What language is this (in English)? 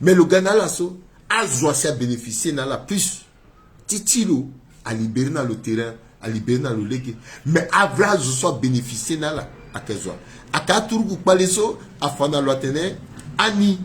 Sango